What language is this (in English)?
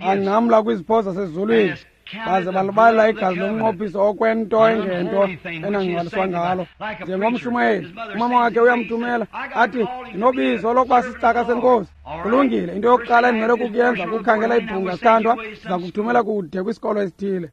Xhosa